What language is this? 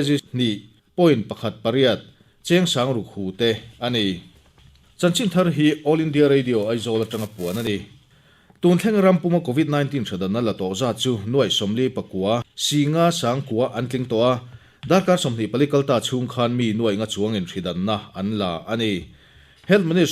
Mizo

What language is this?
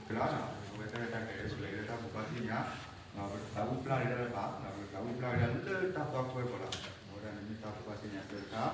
S'gaw Karen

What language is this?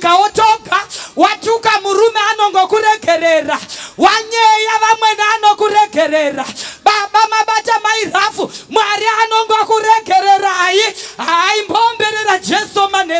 Shona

